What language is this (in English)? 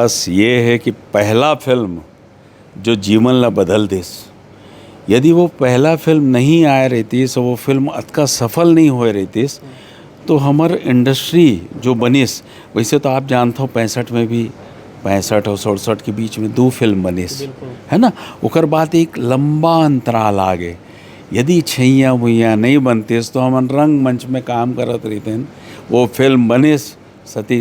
Chhattisgarhi